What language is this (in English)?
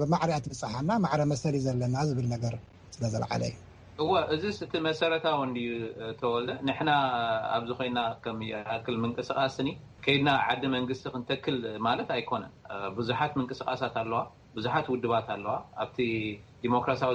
Tigrinya